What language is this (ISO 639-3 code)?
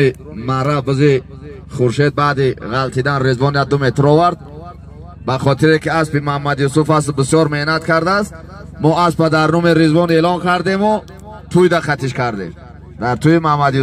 tgk